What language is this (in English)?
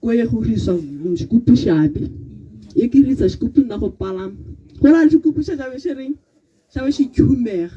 Tswana